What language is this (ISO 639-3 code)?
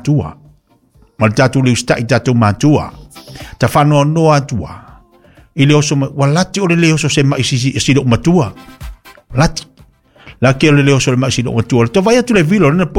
smo